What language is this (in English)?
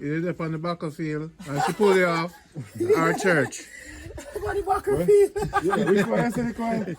Jamaican Creole English